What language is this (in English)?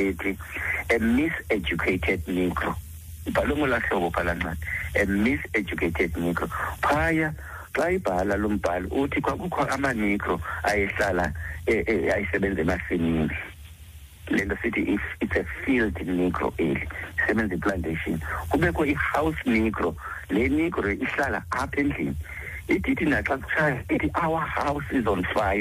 Xhosa